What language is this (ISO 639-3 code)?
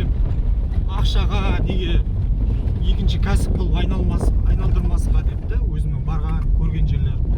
kaz